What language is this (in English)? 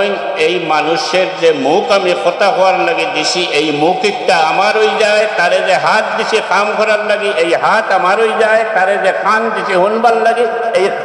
Sylheti